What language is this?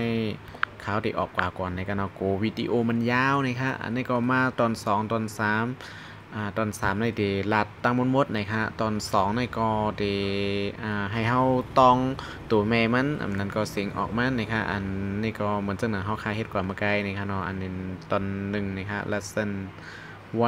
Shan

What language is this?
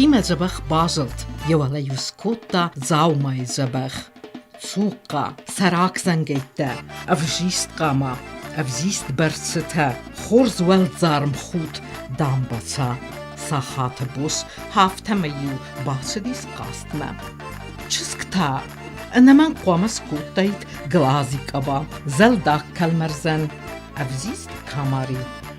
Ossetic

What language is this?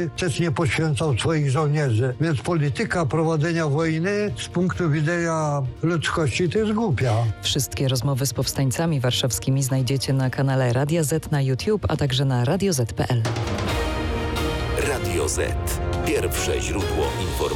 Polish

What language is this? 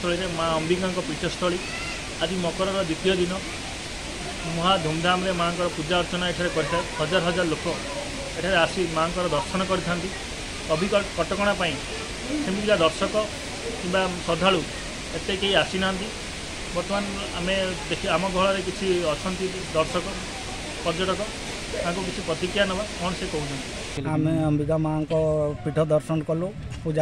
Odia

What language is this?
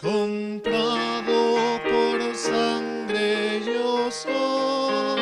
Aymara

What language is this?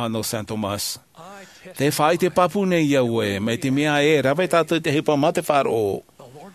Tahitian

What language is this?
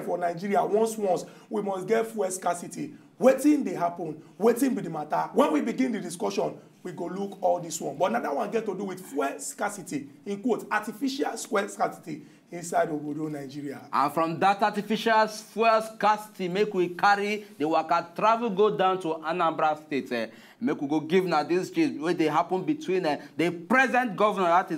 Nigerian Pidgin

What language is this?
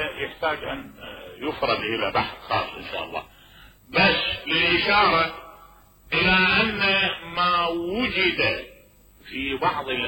Mesopotamian Arabic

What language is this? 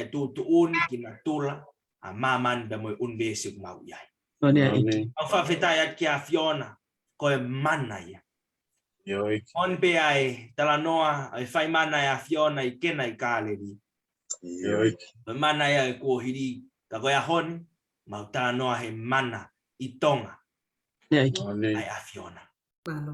Tongan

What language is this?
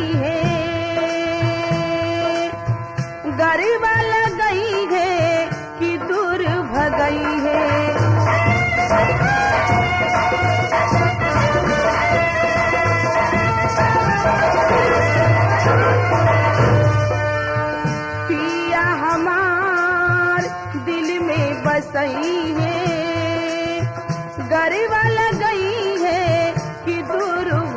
Bhojpuri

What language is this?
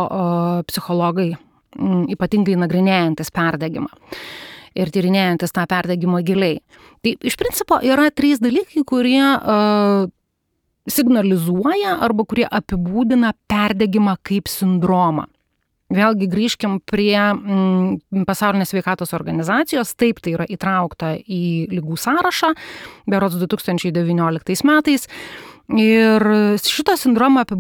Lithuanian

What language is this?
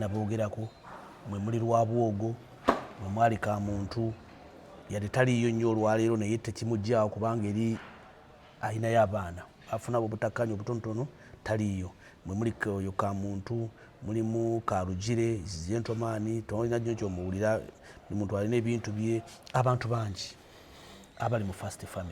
Ganda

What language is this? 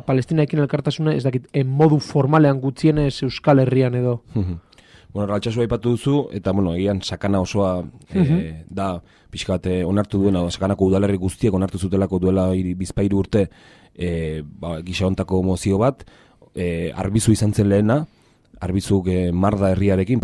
Basque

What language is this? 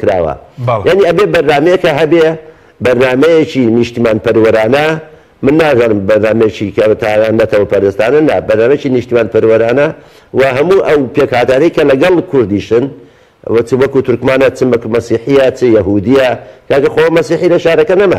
Central Kurdish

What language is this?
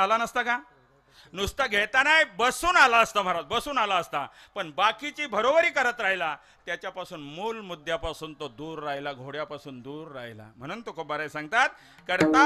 Marathi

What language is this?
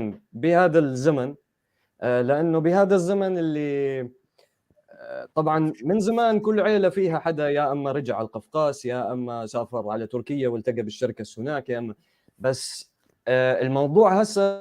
North Levantine Arabic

